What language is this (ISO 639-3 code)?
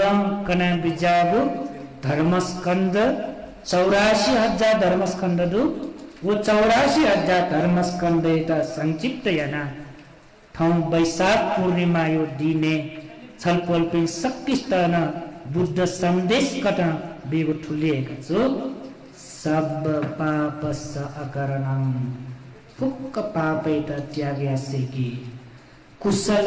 new